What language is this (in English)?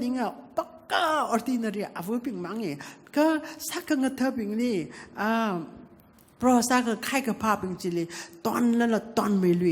Tangkhul Naga (India)